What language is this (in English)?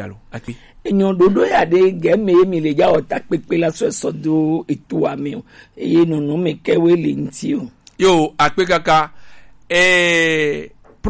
Gen